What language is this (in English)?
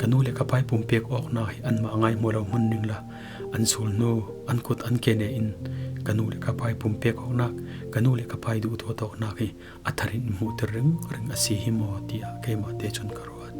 Falam Chin